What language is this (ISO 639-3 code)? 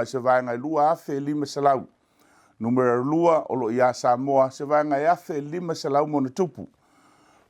smo